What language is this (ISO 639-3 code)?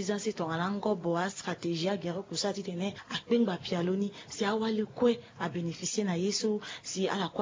sag